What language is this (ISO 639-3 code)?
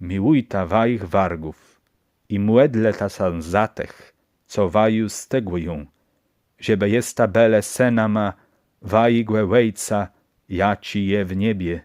csb